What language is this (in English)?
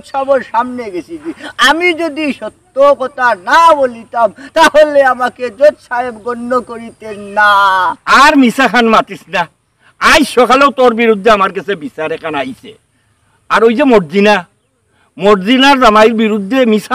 Sylheti